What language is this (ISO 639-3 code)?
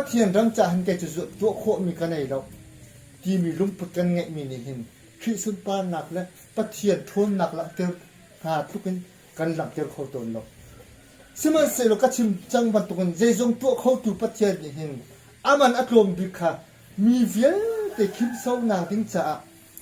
cnh